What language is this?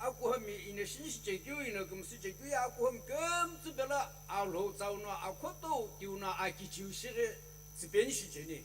Sumi Naga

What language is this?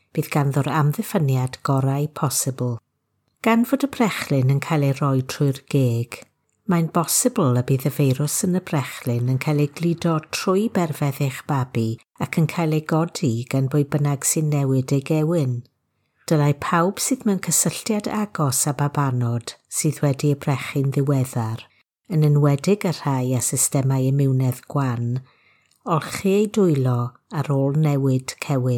Welsh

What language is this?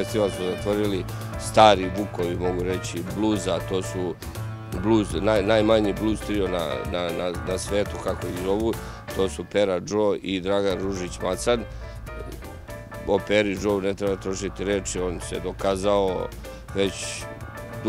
Serbian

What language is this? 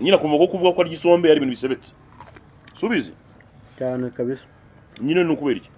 Kinyarwanda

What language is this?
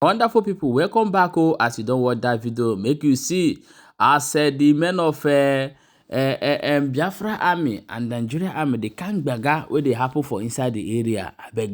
Igbo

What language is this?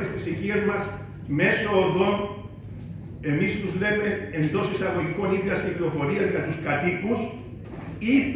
Greek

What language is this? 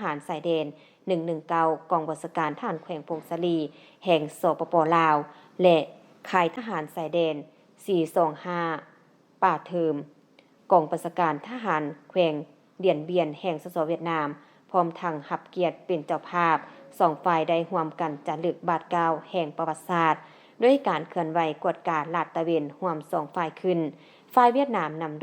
Lao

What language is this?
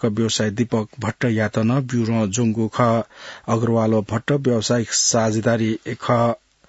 Newari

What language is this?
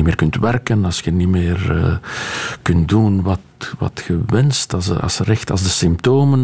Dutch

